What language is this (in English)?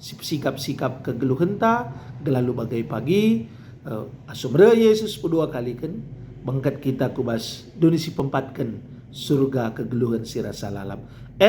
Batak Karo